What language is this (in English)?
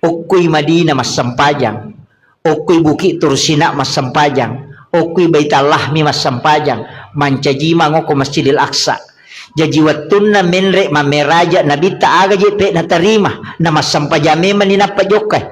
Buginese